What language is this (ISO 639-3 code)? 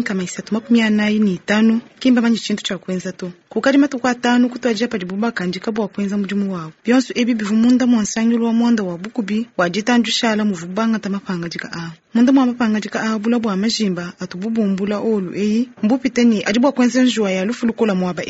lua